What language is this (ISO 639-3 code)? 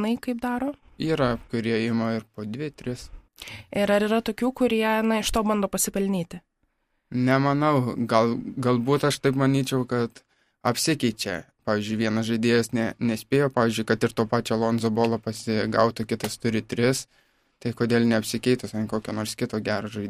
lit